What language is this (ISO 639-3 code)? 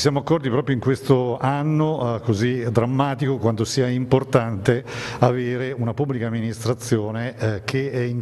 ita